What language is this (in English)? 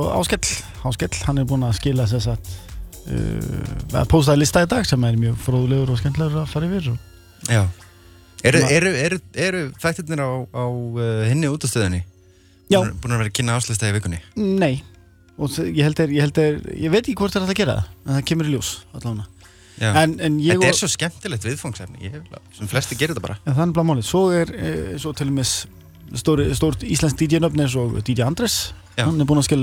Icelandic